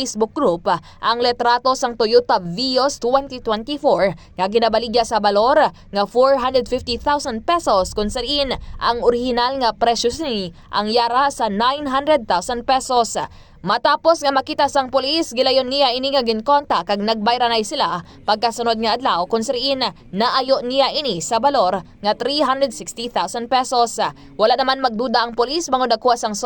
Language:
Hiligaynon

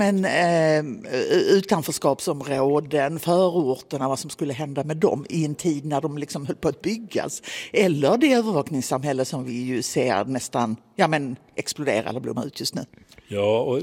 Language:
Swedish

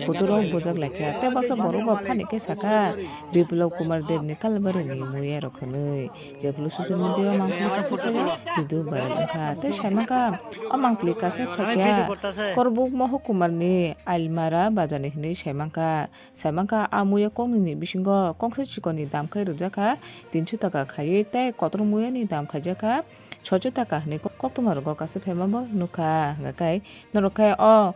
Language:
Kok Borok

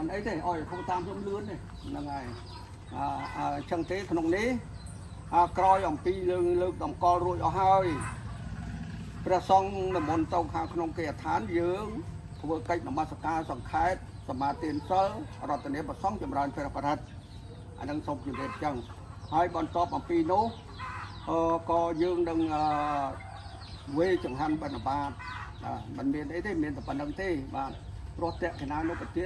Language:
Khmer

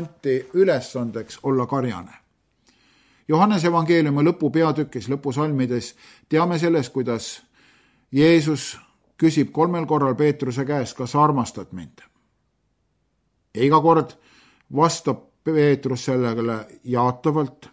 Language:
Estonian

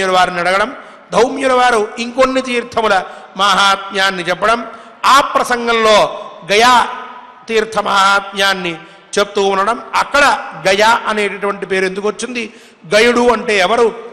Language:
Telugu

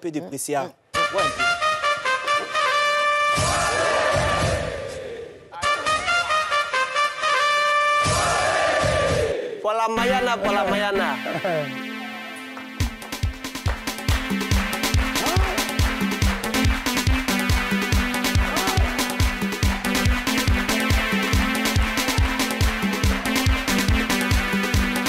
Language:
French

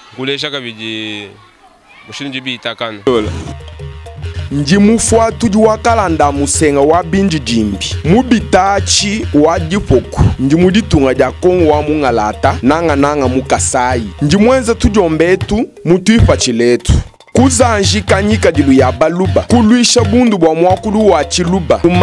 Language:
Luba-Lulua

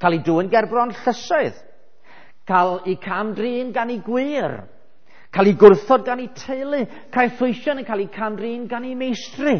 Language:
Welsh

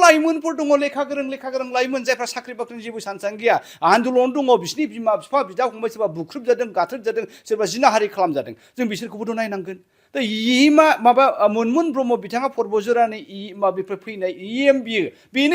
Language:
Bodo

